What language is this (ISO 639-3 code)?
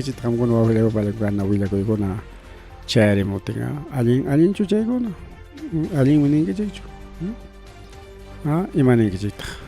quy